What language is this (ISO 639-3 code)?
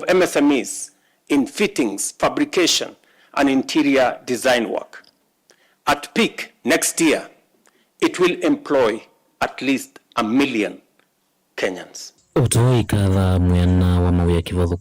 kam